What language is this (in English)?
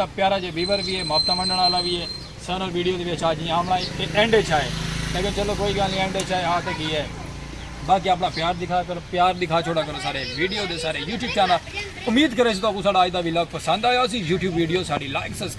Saraiki